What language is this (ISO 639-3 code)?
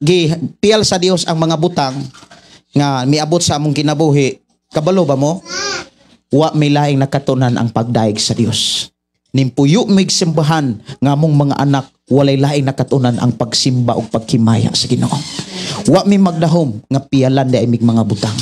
ceb